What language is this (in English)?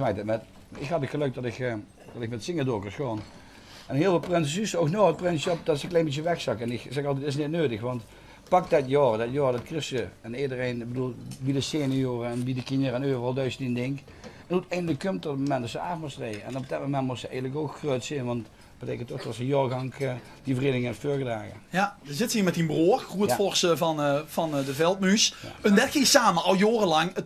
Limburgish